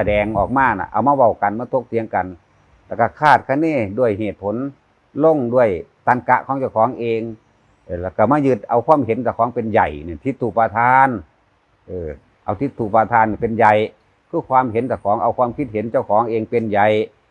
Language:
Northeastern Thai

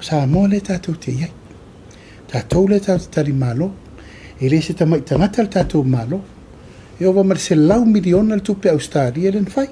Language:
Samoan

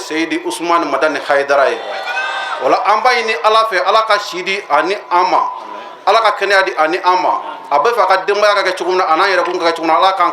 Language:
Bambara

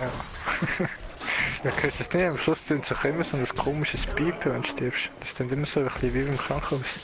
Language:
Swiss German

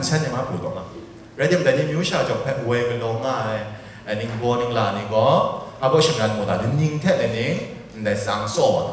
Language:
Kachin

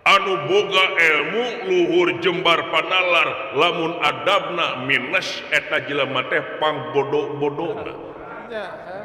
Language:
Sundanese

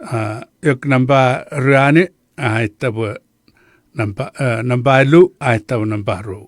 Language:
Chuukese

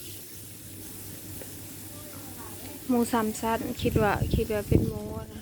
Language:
Lao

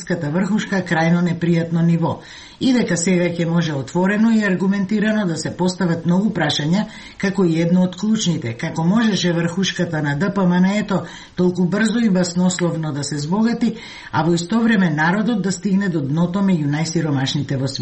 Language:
Macedonian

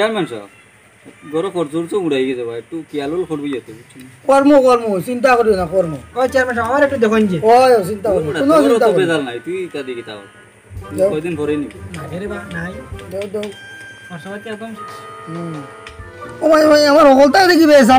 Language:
Sylheti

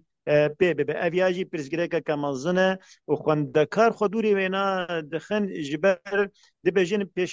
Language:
Kurdish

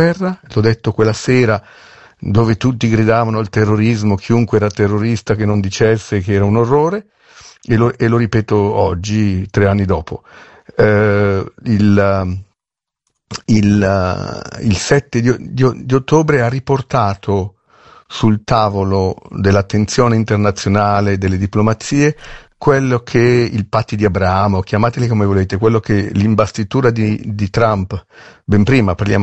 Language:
Italian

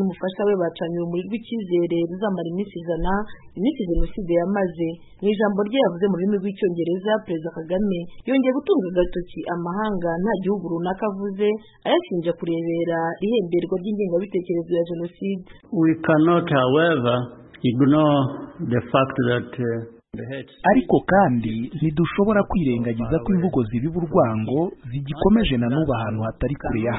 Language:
Kinyarwanda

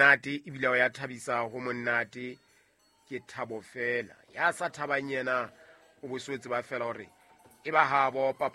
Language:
Southern Sotho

